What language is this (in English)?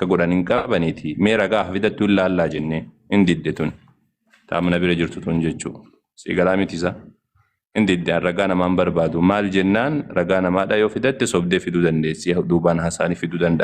Oromo